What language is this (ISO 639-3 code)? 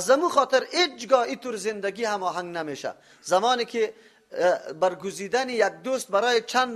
fas